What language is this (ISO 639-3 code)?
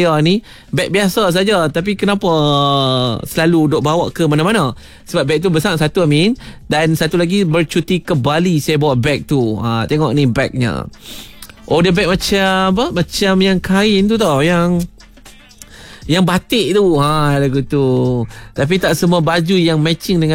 msa